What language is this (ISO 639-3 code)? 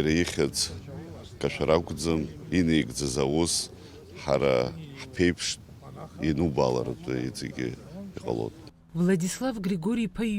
abk